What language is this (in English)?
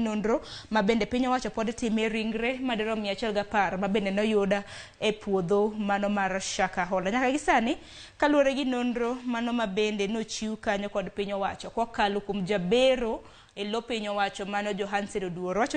Luo (Kenya and Tanzania)